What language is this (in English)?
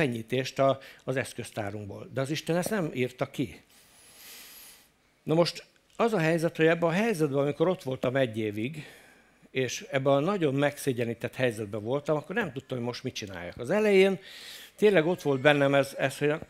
Hungarian